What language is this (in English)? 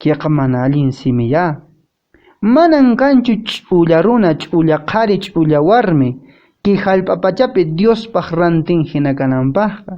Quechua